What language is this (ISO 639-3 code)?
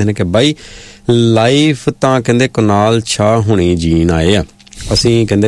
pan